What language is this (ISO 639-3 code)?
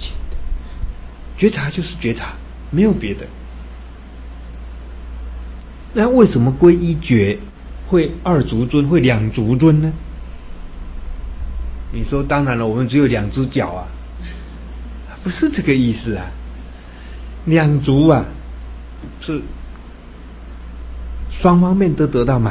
zho